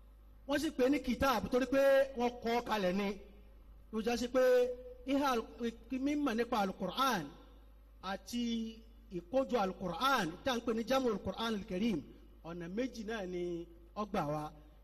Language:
Yoruba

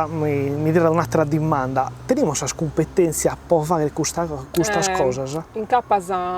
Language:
Sardinian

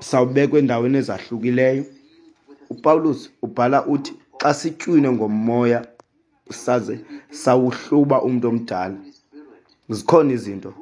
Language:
Xhosa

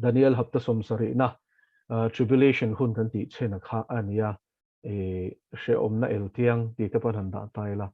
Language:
Mizo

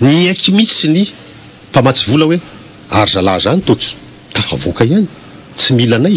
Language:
Malagasy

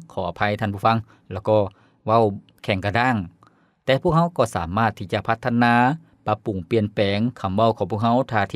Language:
Lao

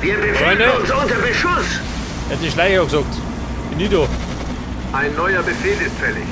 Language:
Bavarian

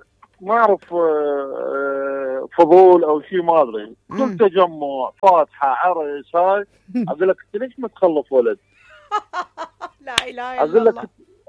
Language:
Mesopotamian Arabic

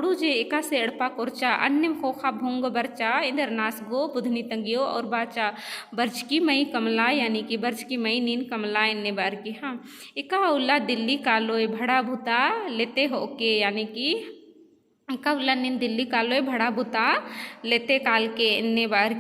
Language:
Kurukh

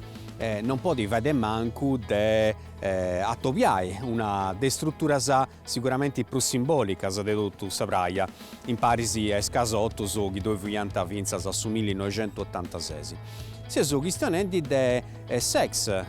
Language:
Sardinian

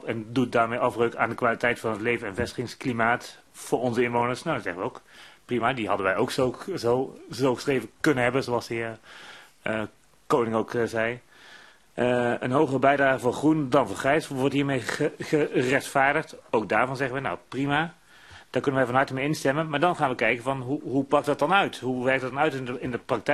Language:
Dutch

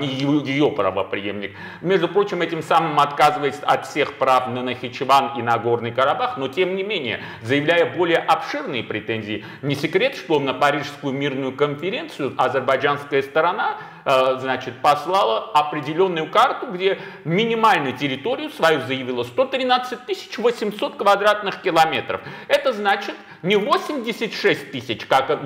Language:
Russian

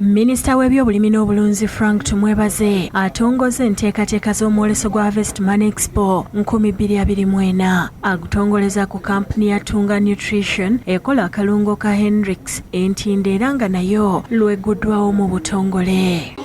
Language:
Ganda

